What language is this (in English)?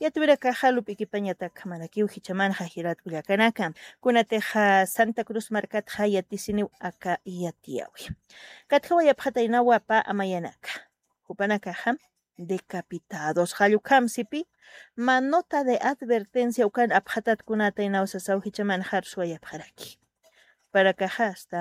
Aymara